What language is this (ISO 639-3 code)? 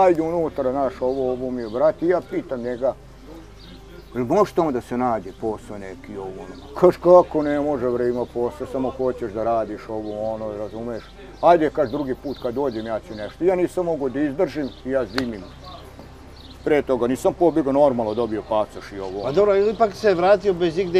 srp